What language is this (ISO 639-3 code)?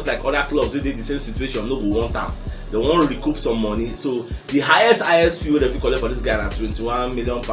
pcm